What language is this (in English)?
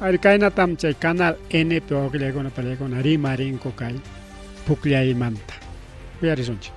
Ayacucho Quechua